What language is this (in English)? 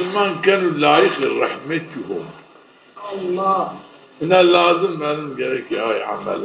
Zaza